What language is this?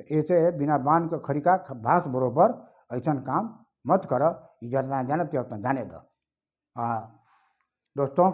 Bhojpuri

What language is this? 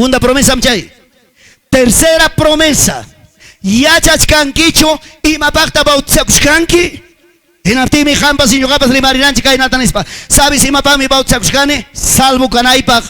Ayacucho Quechua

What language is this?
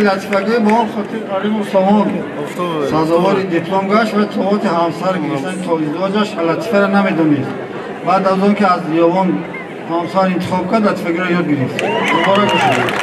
Tajik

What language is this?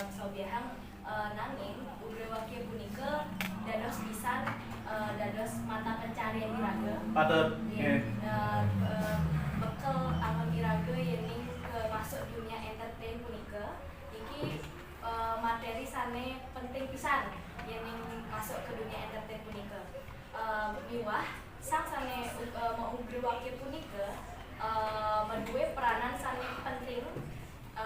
Balinese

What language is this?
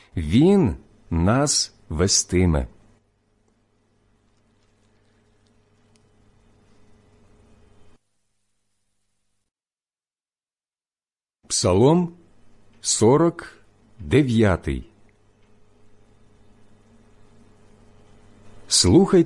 Ukrainian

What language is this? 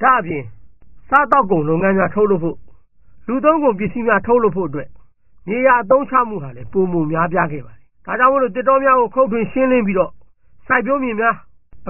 Burmese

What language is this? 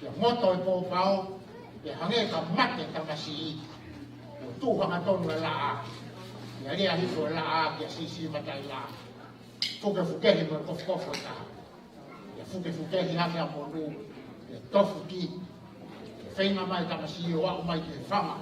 Tongan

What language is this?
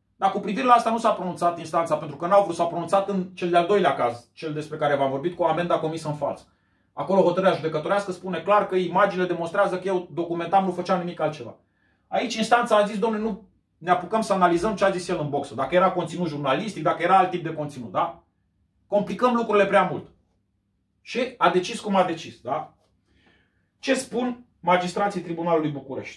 Romanian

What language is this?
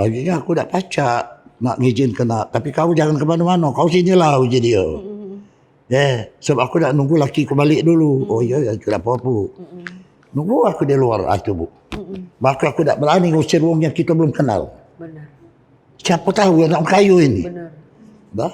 Musi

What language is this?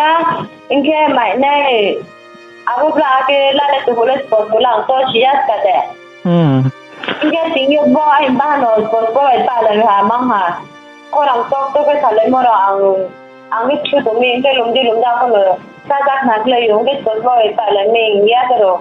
Riang (India)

